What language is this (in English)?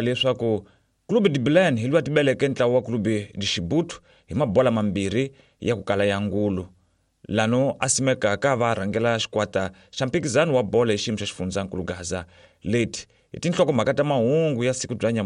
Tsonga